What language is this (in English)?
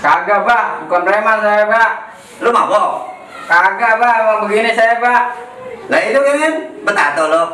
Betawi